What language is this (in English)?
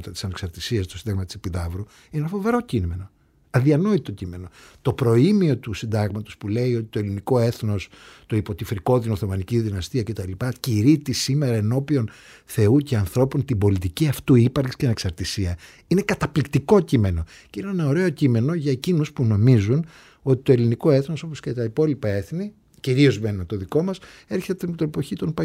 Greek